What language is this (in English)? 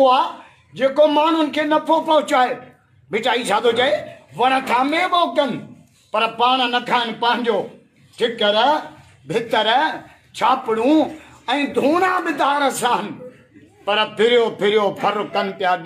Sindhi